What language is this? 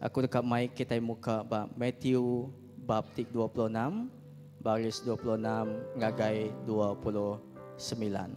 Iban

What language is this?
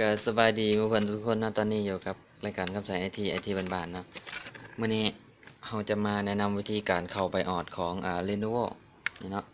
Lao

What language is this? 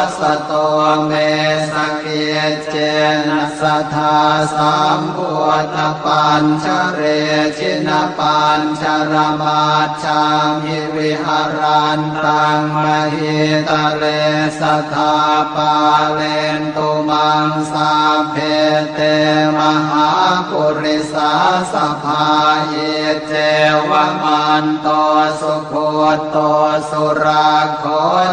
Pali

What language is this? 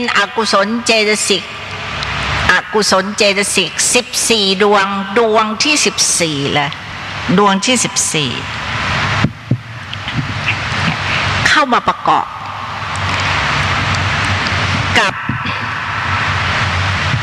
Thai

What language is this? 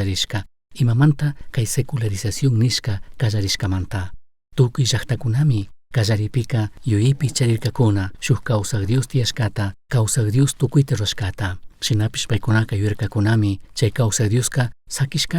Chimborazo Highland Quichua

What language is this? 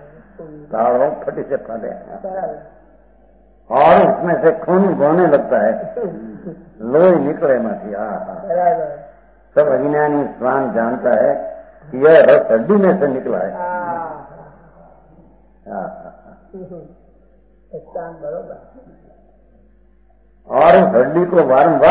Gujarati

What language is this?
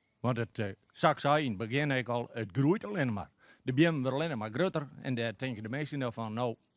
Western Frisian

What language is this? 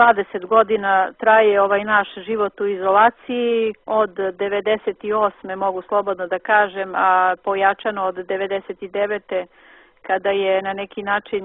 Serbian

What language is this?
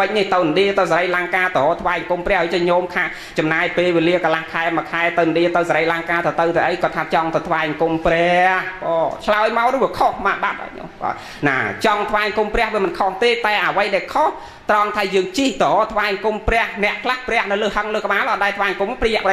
Khmer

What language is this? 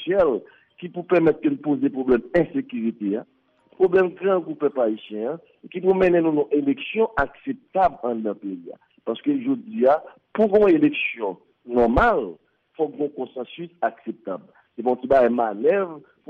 Haitian Creole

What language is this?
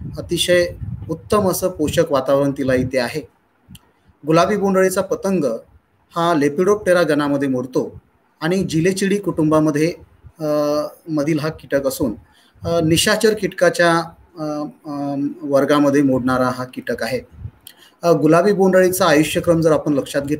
Marathi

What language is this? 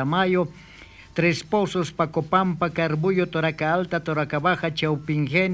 South Bolivian Quechua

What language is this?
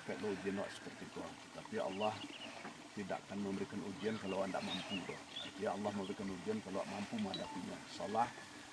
Minangkabau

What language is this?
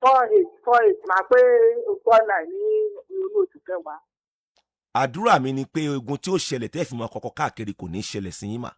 Yoruba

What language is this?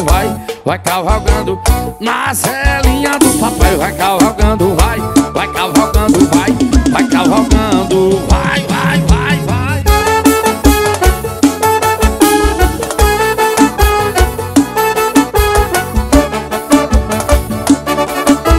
Portuguese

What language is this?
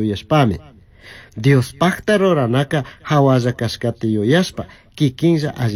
Chimborazo Highland Quichua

